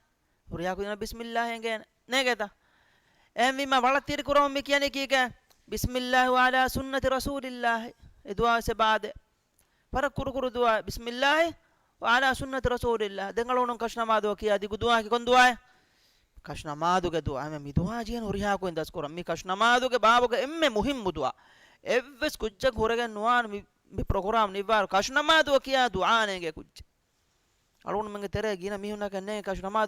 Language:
Divehi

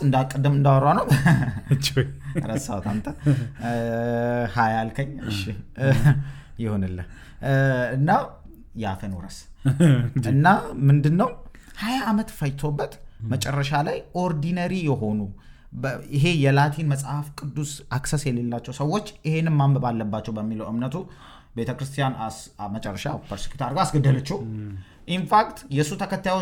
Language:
Amharic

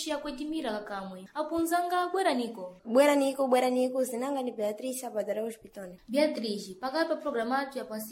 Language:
Sena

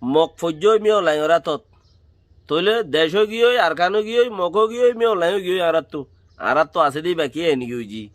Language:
Rohingya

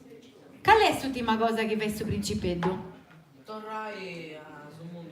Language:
Sardinian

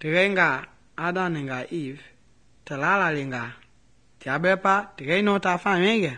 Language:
Mende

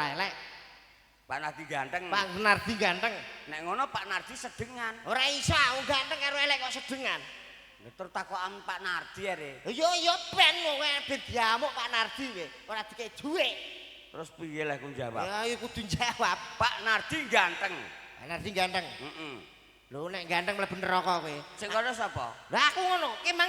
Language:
Javanese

